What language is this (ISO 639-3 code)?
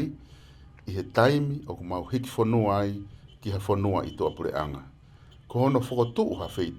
ton